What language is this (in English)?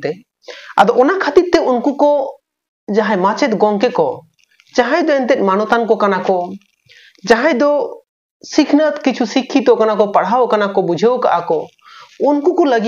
Santali